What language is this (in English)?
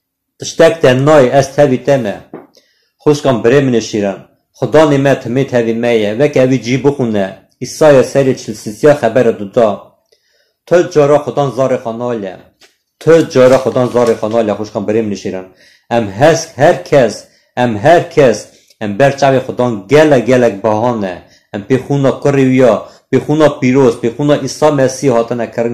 Kurdish